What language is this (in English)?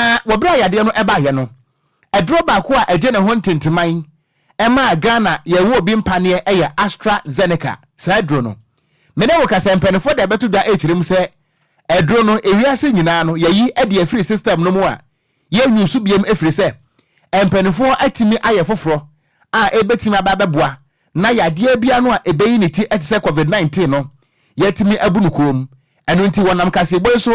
Akan